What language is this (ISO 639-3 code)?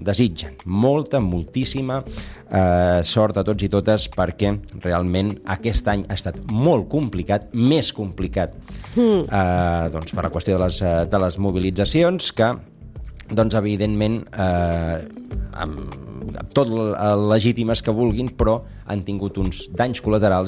cat